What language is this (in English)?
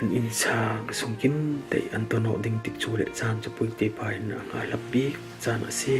Falam Chin